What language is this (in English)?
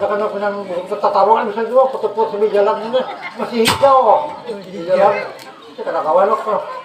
Banjar